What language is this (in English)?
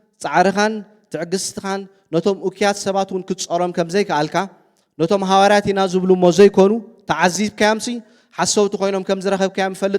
Tigrinya